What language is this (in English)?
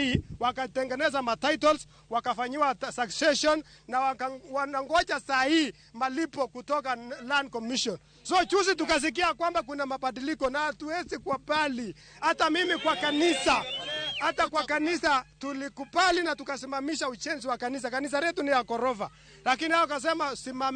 Luo (Kenya and Tanzania)